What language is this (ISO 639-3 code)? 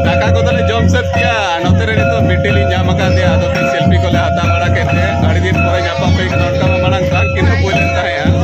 sat